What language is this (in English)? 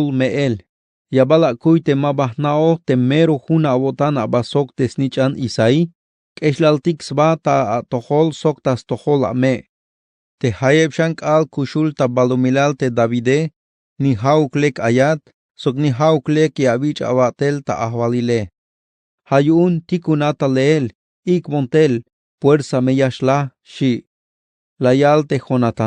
Tzeltal